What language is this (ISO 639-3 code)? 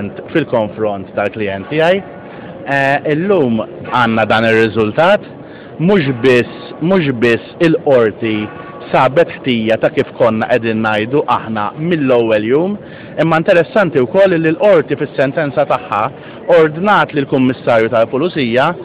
mlt